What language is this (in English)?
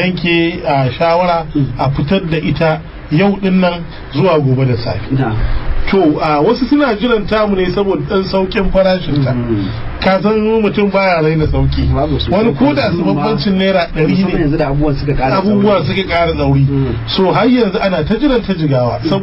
Hausa